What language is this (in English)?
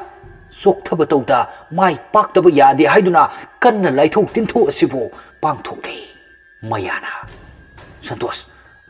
Manipuri